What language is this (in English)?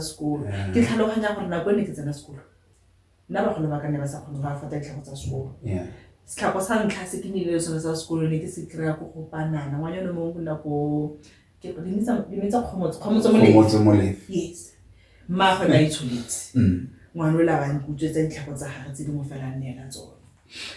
Tswana